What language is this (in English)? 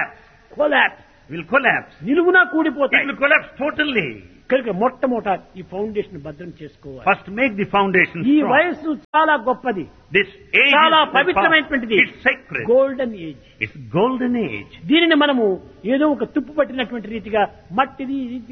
Telugu